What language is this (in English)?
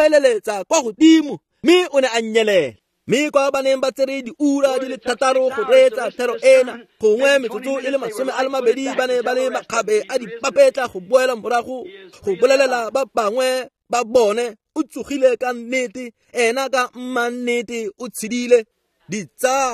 Tswana